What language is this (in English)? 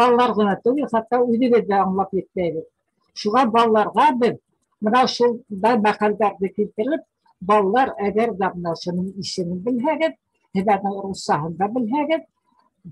Bashkir